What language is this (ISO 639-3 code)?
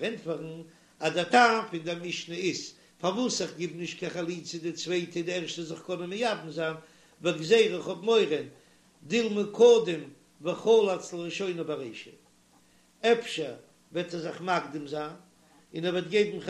yid